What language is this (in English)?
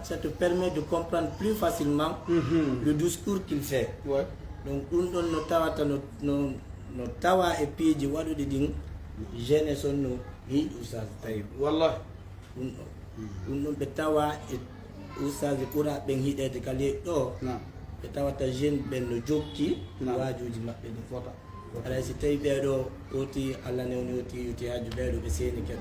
Fula